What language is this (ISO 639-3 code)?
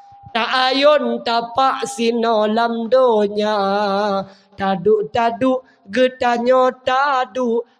ace